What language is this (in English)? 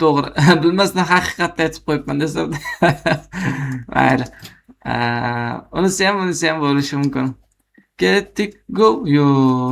Uzbek